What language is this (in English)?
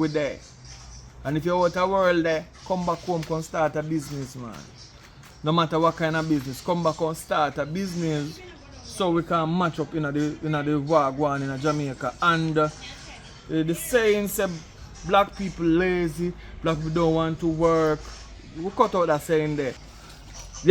Jamaican Creole English